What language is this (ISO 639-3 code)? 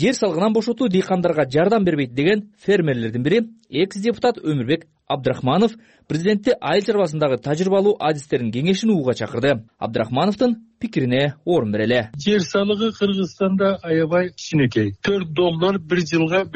kir